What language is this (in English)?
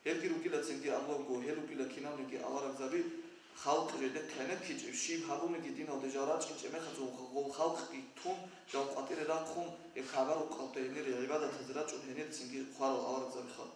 Avaric